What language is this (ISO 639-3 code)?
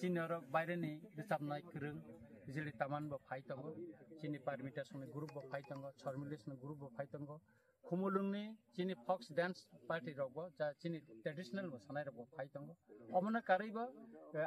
trp